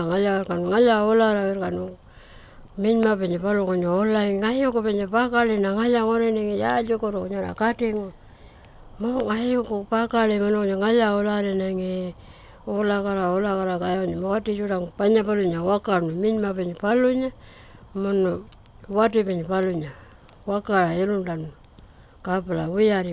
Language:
Pitjantjatjara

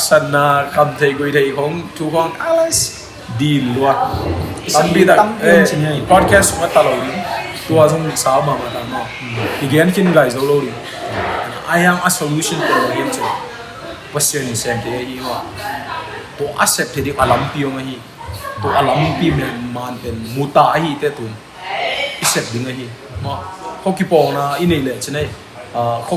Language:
Tedim Chin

